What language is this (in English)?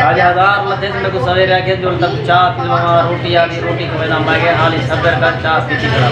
Saraiki